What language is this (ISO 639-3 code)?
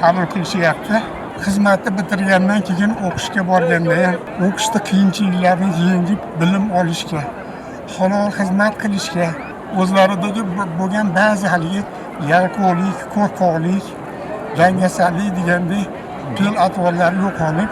uzb